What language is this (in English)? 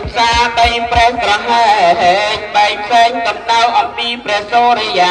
Khmer